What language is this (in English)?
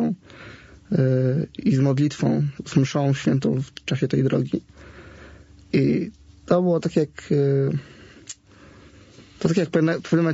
Polish